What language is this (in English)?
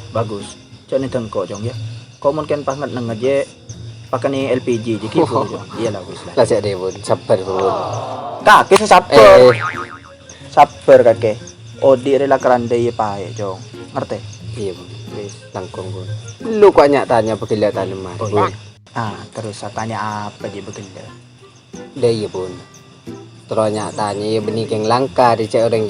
Madurese